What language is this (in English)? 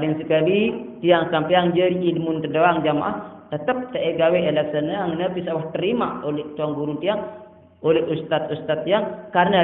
Sasak